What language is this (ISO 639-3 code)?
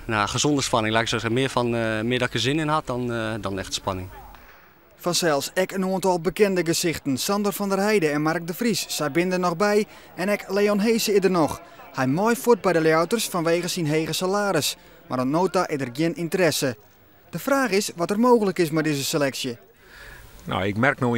fry